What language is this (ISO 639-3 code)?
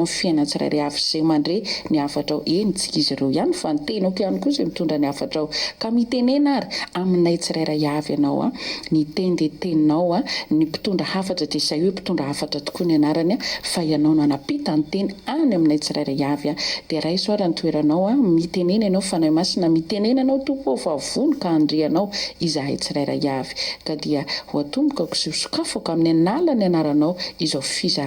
mlg